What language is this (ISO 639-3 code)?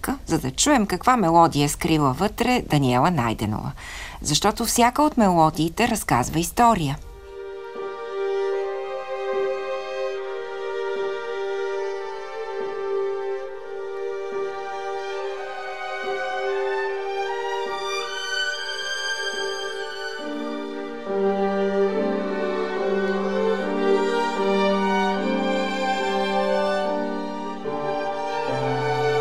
bul